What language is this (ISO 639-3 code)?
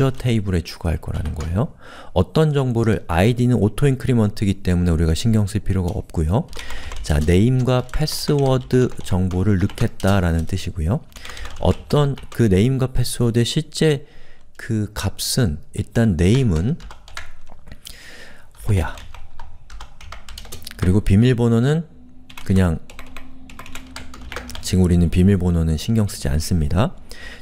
kor